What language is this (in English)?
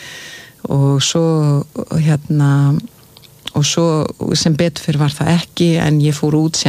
Icelandic